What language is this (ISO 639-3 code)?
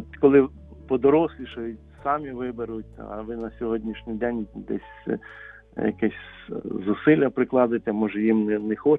ukr